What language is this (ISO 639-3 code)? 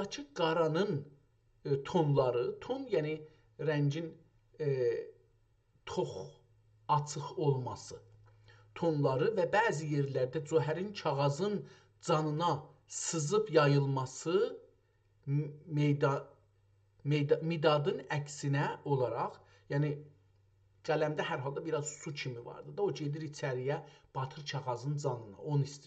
azb